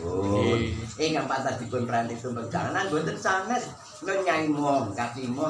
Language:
Javanese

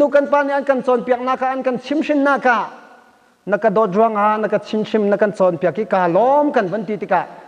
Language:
Hakha Chin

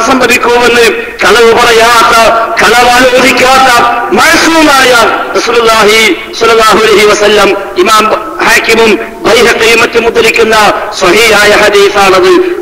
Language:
Malayalam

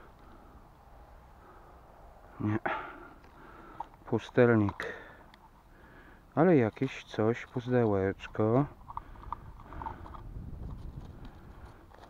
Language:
Polish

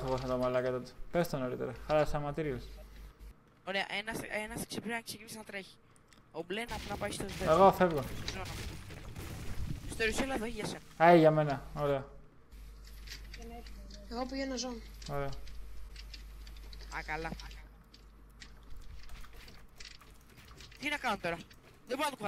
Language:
Greek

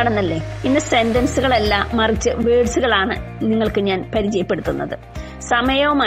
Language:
Malayalam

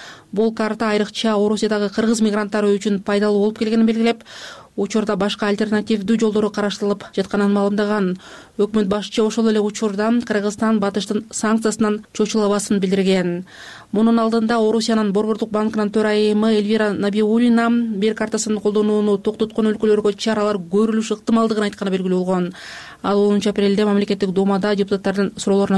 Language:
Kyrgyz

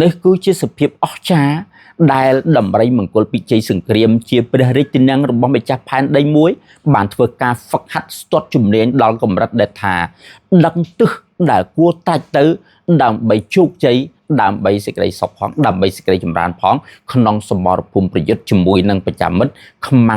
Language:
Khmer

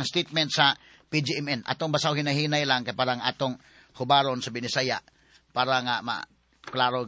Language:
Cebuano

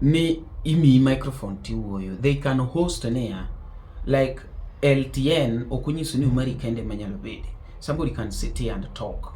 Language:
Luo (Kenya and Tanzania)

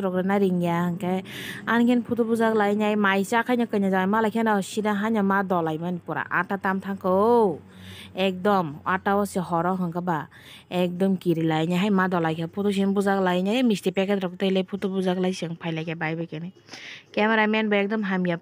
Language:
Kok Borok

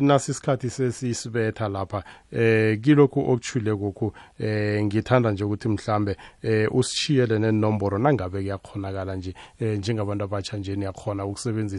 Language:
South Ndebele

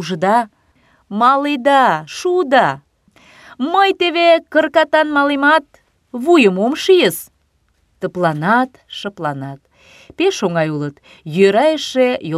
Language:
Mari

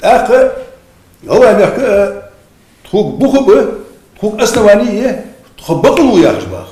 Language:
Ingush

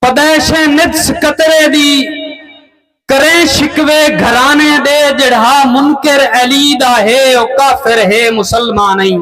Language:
Saraiki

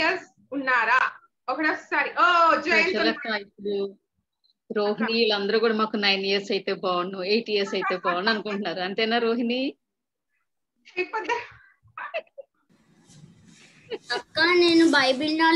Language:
Telugu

